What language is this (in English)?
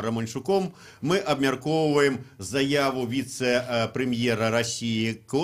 Belarusian